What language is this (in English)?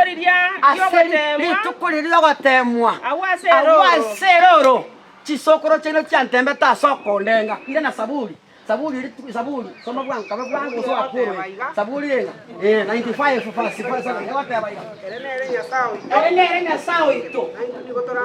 Gusii